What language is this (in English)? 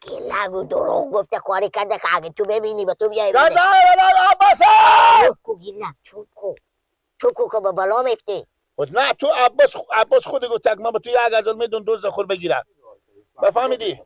Persian